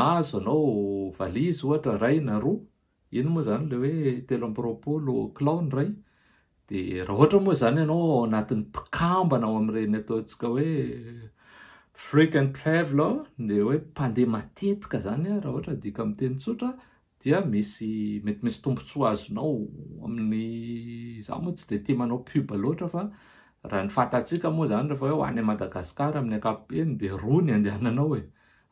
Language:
Malagasy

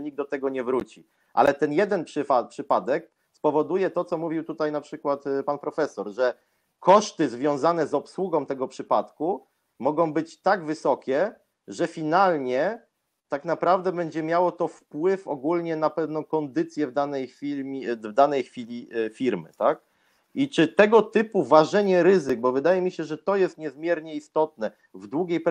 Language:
Polish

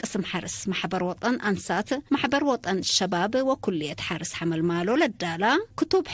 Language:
Tigre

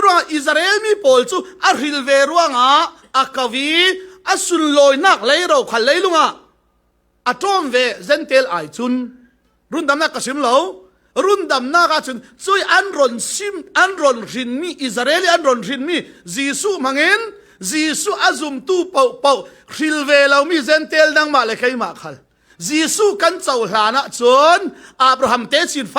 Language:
Falam Chin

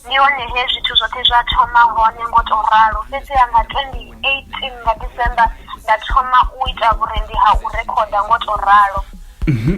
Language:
Venda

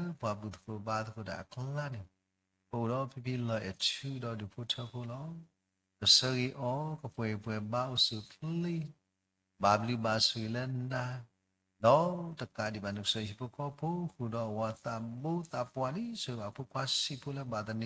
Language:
S'gaw Karen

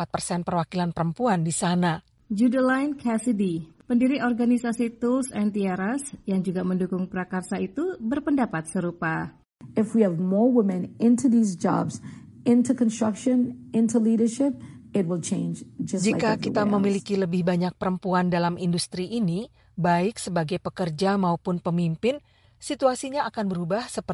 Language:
Indonesian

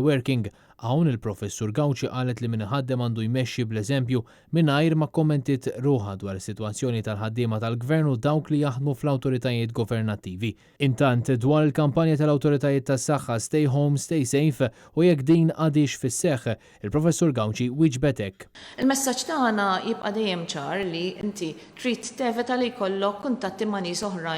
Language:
Maltese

